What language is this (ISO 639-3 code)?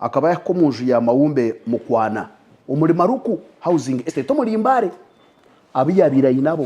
nyn